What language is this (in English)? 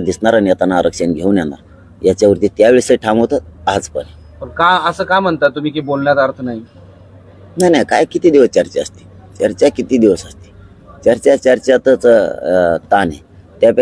Marathi